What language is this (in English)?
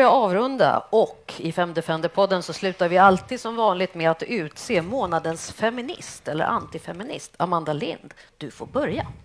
Swedish